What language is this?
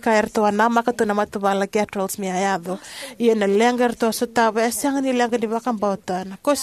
Fijian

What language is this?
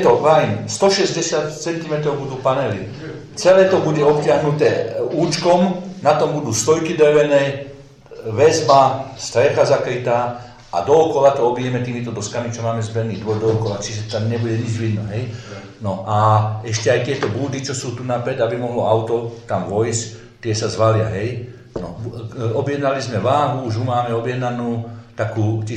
Slovak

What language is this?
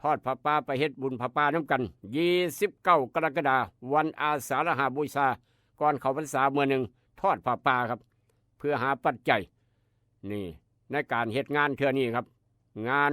Northeastern Thai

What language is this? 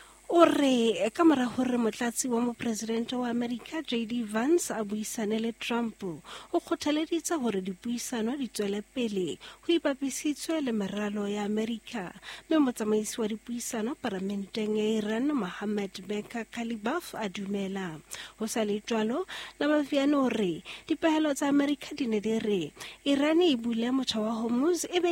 Southern Sotho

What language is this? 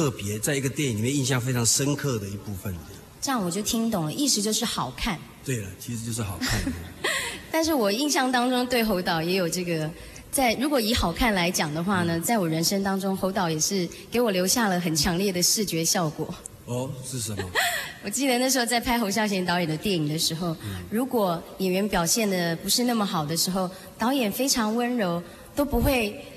Chinese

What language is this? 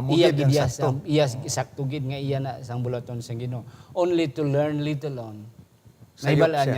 Hiligaynon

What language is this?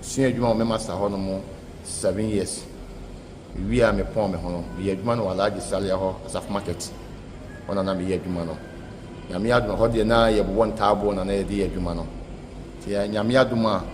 Akan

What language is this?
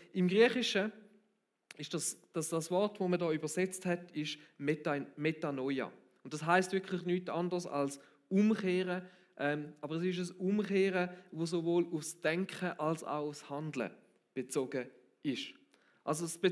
Swiss German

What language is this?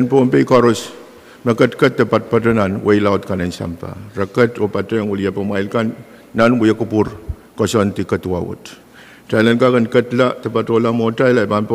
Pohnpeian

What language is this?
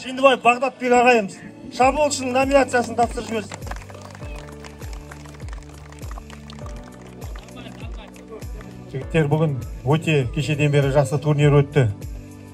Kazakh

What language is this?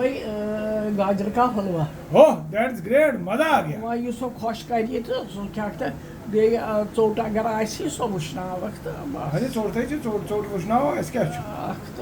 Kashmiri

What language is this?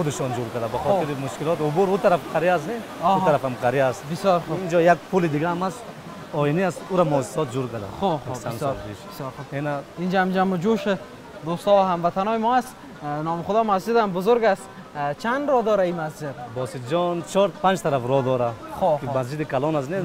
Persian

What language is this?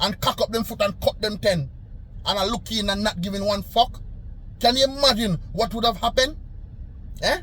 Jamaican Creole English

